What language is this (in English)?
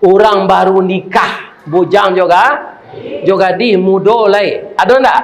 Minangkabau